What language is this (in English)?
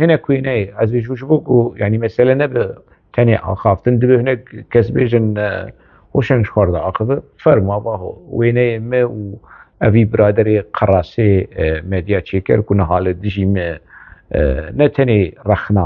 Kurdish